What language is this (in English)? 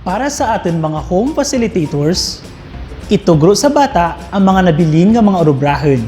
Kinaray-a